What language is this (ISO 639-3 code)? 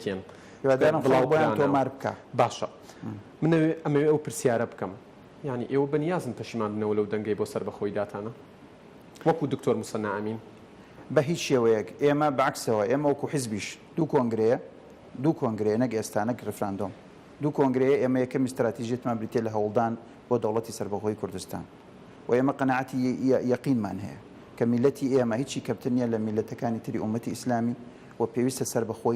ckb